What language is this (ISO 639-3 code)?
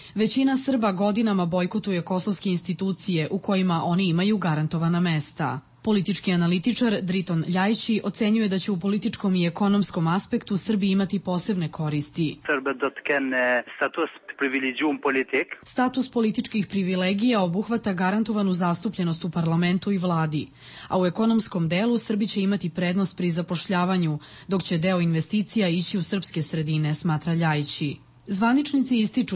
srp